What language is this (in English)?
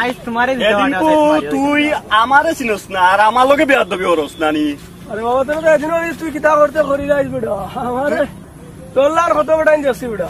Sylheti